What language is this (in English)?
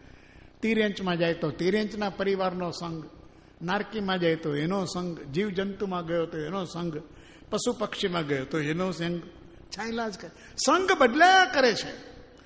Gujarati